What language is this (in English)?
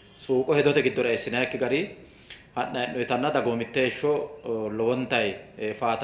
Sidamo